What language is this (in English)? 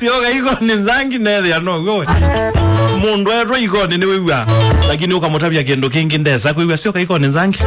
Kamba